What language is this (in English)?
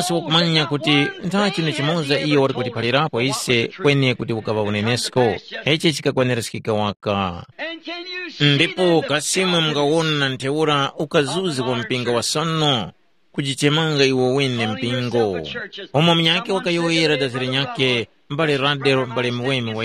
Tumbuka